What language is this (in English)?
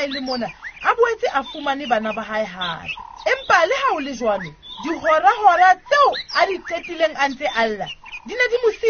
Southern Sotho